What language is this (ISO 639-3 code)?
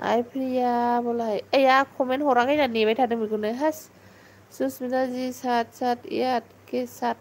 brx